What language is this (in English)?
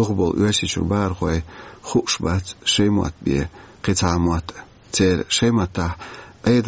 Chechen